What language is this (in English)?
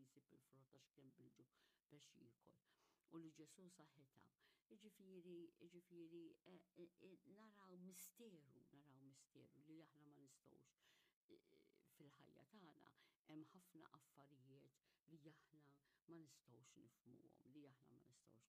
Maltese